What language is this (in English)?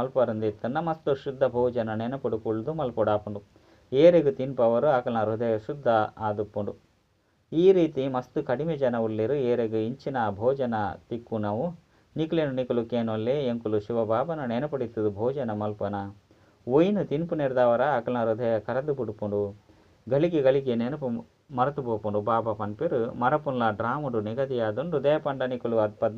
Tulu